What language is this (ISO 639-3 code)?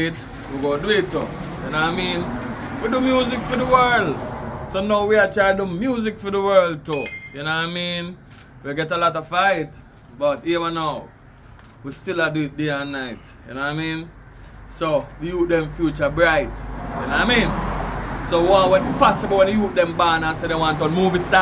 jam